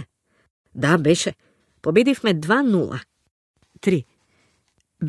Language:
Macedonian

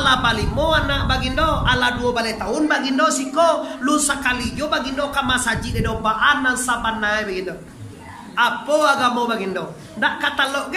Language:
Minangkabau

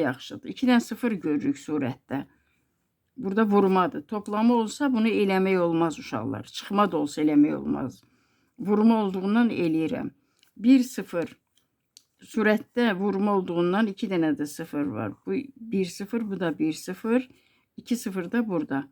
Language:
Azerbaijani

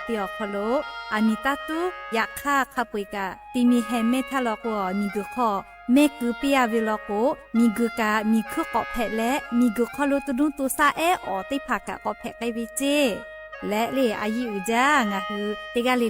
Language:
Lahu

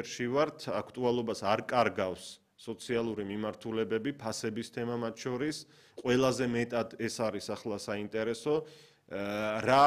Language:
Georgian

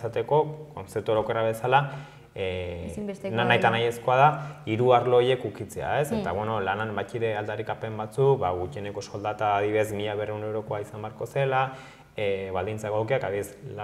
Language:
Basque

